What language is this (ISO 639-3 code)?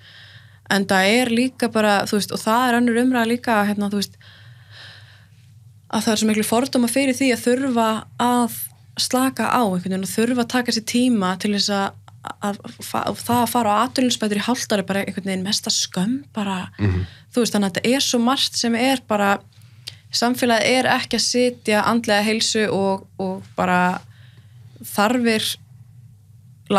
isl